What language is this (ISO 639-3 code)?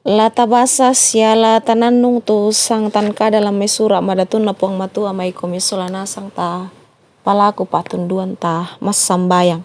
sda